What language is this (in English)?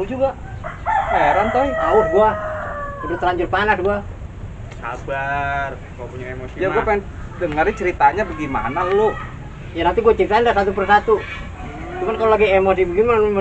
Betawi